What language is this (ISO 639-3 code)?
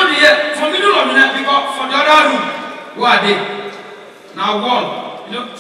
pcm